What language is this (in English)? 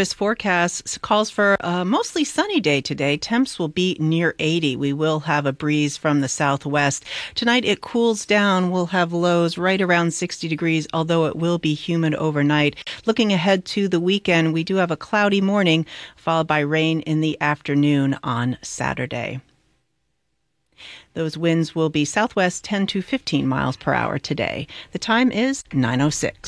English